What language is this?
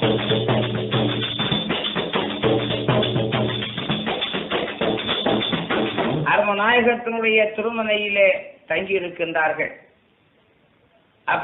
Tamil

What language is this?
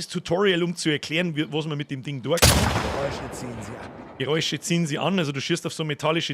Bavarian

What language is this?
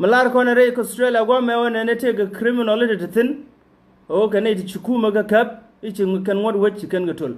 Nuer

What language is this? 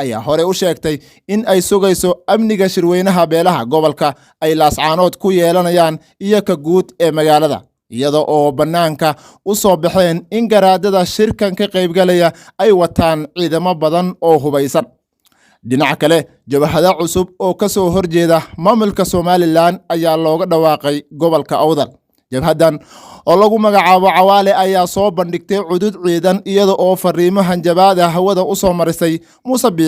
Somali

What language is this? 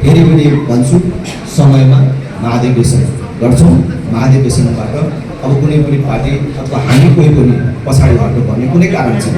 Nepali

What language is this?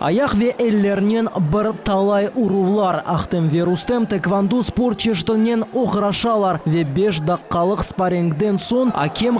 Crimean Tatar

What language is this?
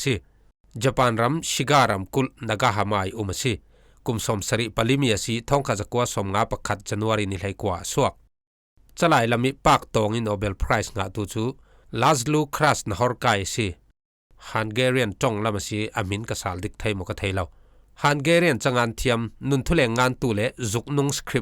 Falam Chin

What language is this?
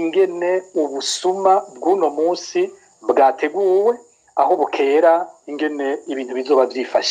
Rundi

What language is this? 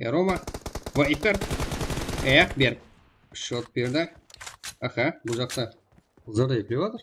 Kara-Kalpak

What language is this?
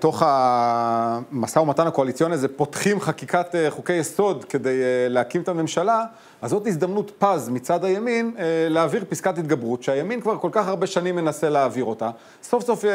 Hebrew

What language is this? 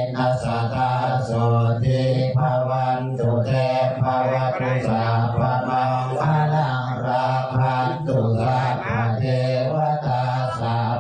Pali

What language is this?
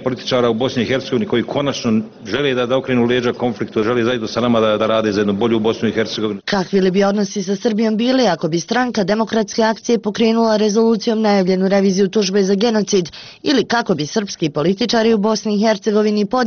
Bosnian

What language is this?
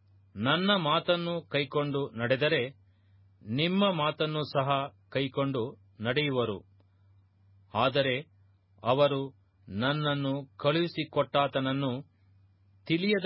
Kannada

